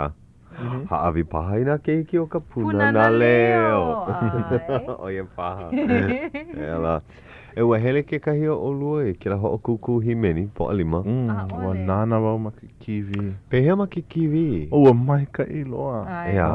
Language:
Hawaiian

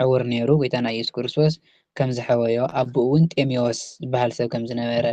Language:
Tigrinya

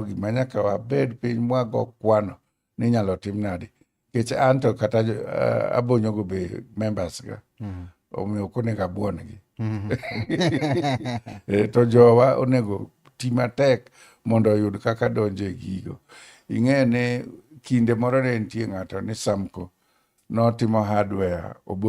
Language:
Luo (Kenya and Tanzania)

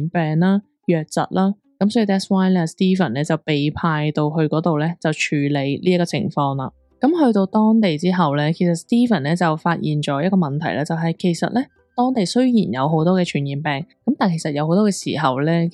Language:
Cantonese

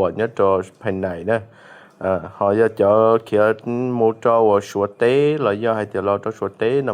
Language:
Hmong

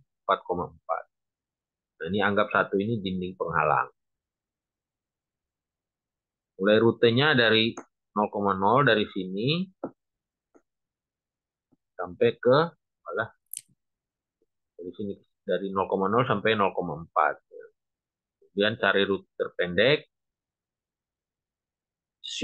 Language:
Indonesian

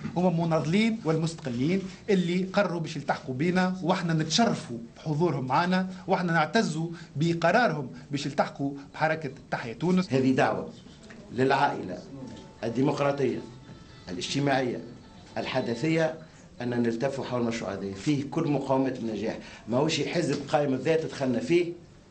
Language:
Tunisian Arabic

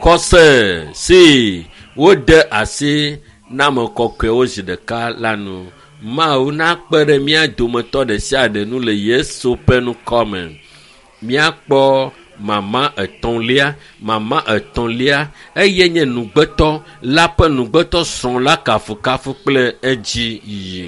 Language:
Ewe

